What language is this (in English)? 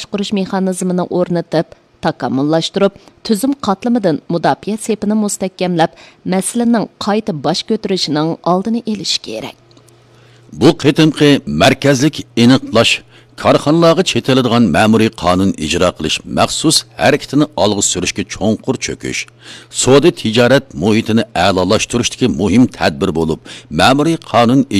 Uyghur